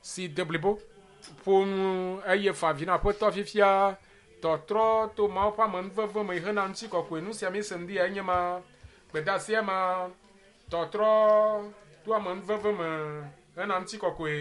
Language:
Ewe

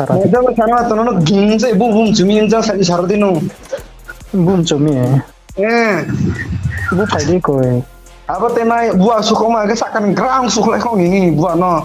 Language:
Riang (India)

